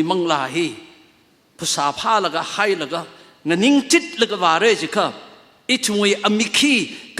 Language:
Tangkhul Naga (India)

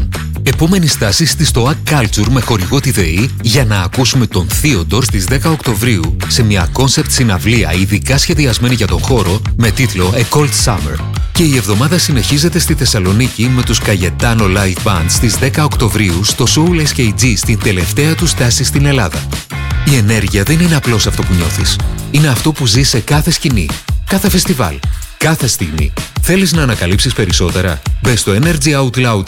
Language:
Greek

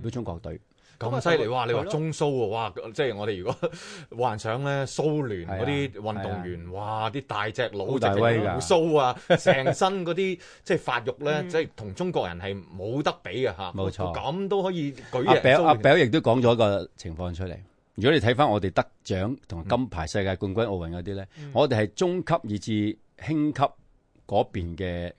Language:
Cantonese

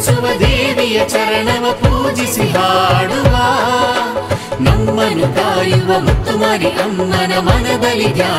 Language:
Kannada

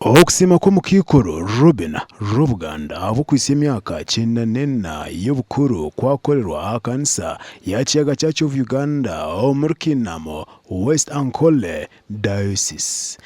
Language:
Nyankole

